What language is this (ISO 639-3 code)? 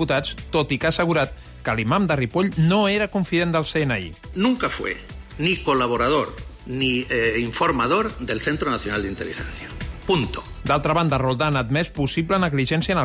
cat